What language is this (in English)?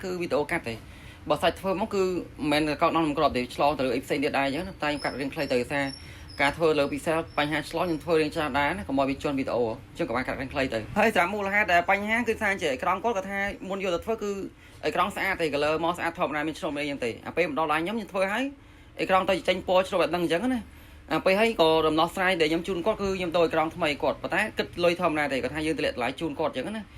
Khmer